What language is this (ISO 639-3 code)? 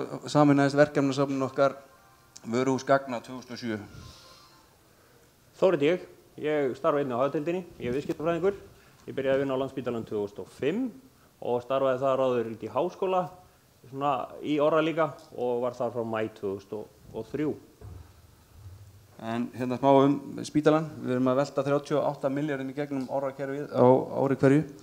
isl